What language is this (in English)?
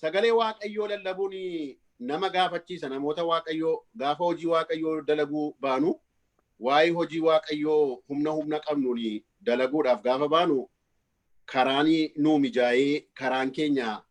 Oromo